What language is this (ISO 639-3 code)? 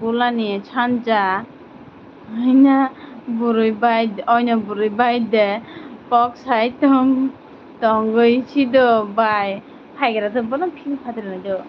trp